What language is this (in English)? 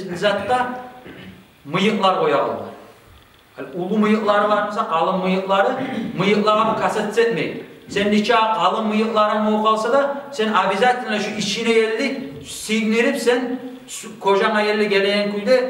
Kumyk